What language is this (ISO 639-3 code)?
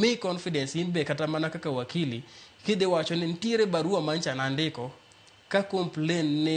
luo